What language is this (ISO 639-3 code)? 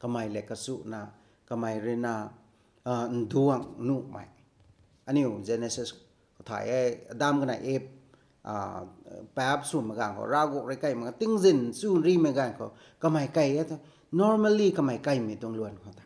nbu